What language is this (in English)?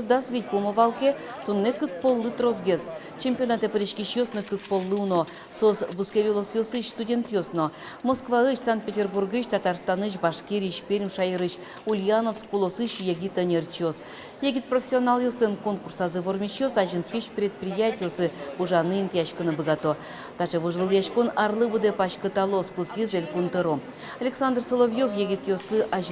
Udmurt